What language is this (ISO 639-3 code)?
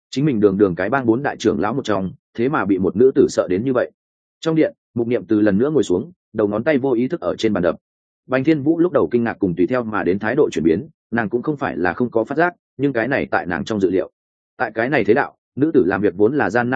vie